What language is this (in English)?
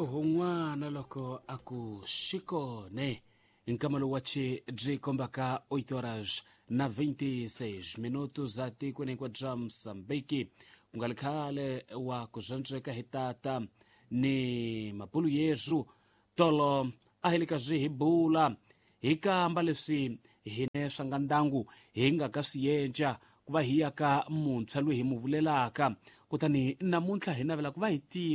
Tsonga